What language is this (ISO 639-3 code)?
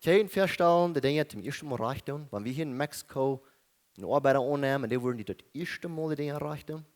pdt